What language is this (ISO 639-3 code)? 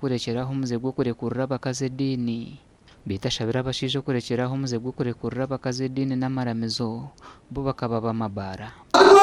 nyn